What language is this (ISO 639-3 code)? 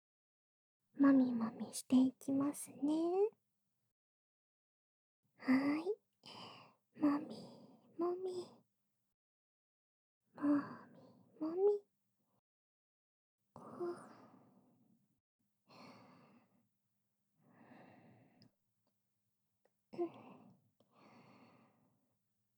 jpn